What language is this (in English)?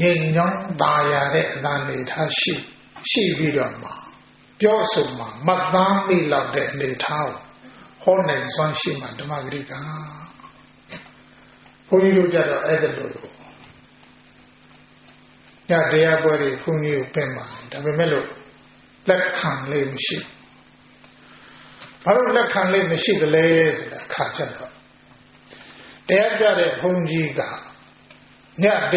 Burmese